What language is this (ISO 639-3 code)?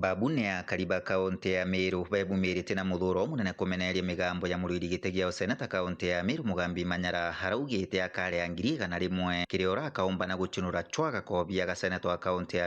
mer